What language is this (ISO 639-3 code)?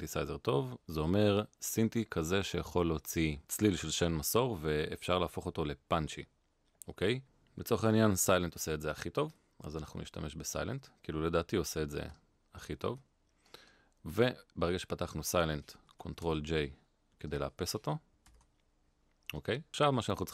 heb